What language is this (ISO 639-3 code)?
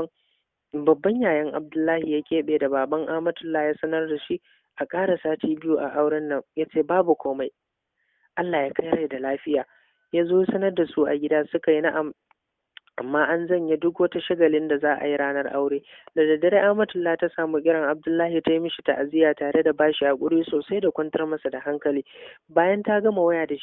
hau